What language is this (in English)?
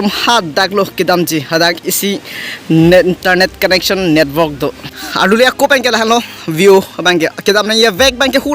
Karbi